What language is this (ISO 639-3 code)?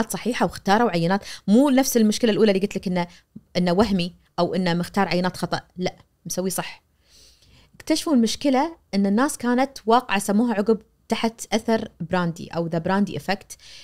ars